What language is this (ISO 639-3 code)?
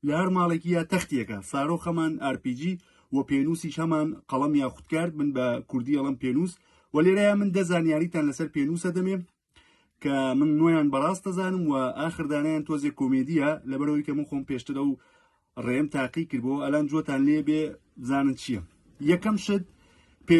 ckb